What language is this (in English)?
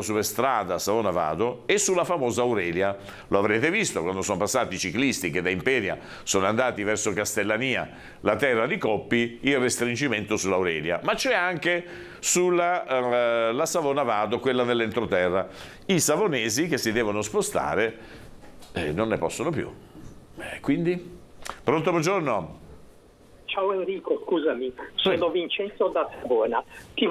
Italian